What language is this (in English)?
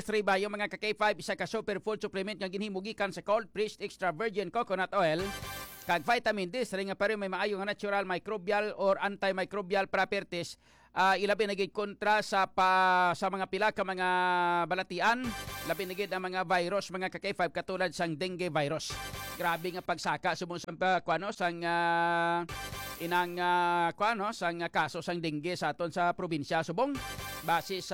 Hiligaynon